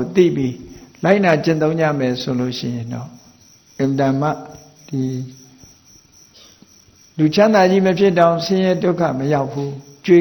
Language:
Burmese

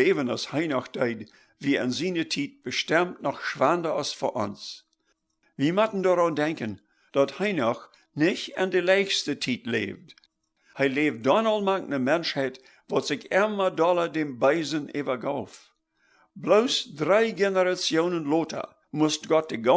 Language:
Plautdietsch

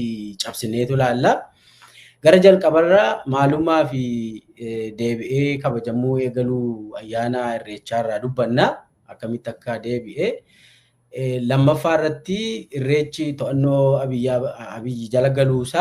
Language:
Oromo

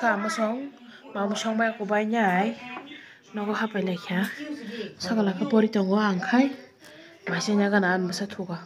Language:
Kok Borok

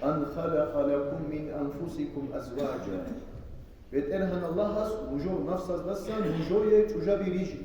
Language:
Avaric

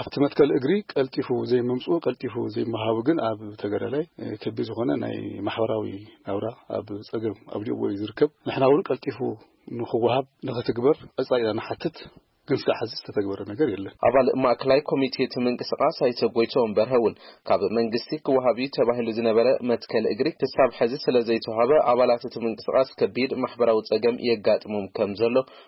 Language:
Tigrinya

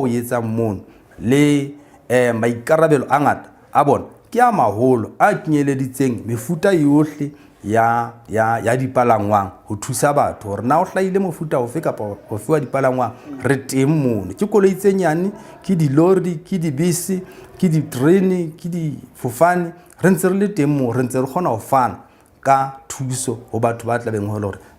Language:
Southern Sotho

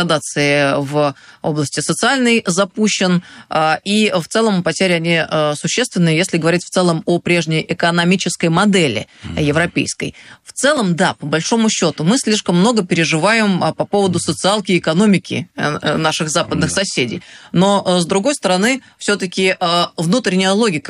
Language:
Russian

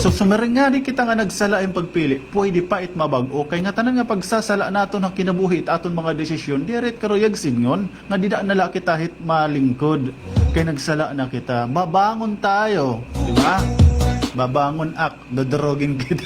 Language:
Waray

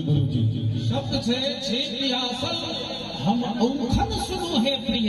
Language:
Maithili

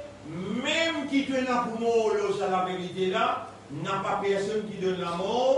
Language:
Morisyen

